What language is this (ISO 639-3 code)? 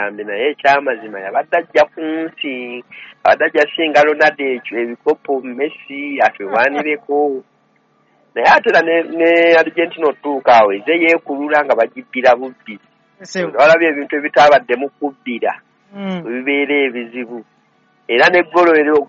lug